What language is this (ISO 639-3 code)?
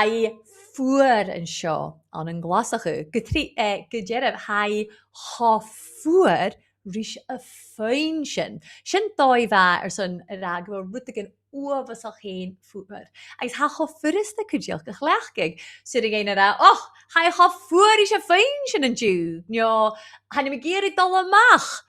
gla